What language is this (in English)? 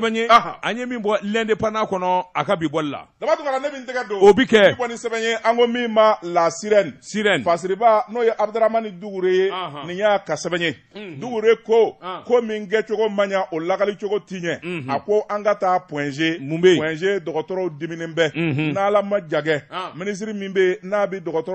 Bambara